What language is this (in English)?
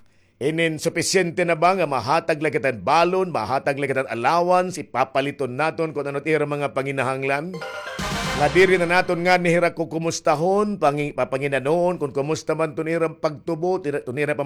Waray